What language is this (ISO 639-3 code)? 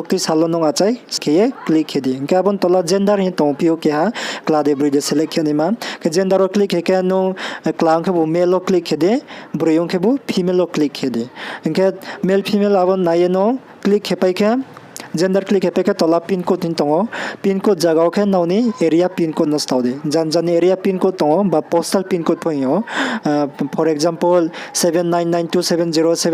ria